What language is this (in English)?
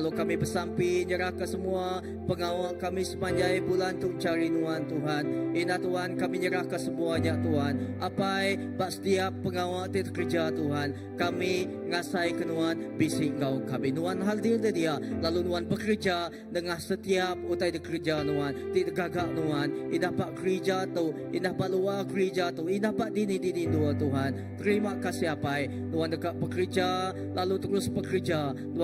Iban